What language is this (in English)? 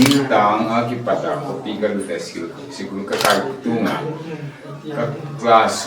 Paite Chin